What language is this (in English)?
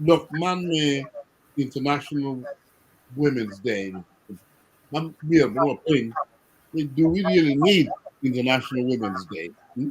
Acoli